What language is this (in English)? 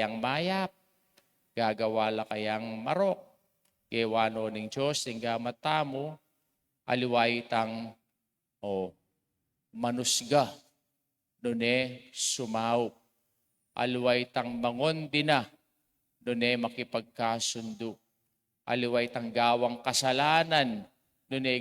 Pampanga